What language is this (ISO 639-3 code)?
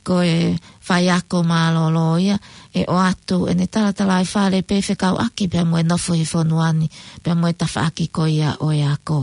ton